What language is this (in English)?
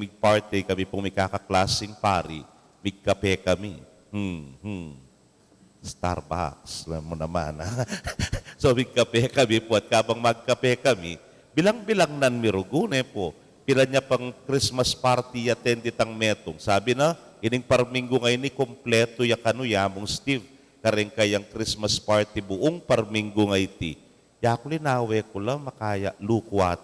Pampanga